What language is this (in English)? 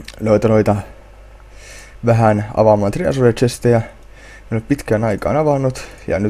Finnish